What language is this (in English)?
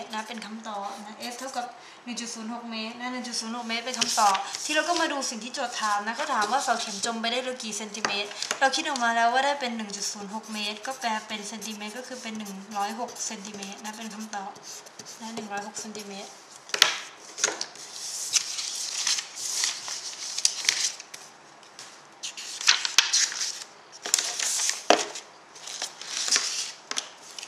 Thai